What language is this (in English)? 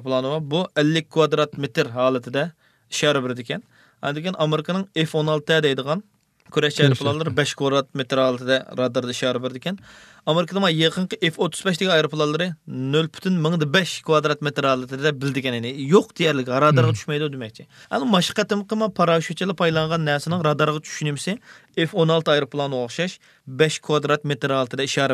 Uyghur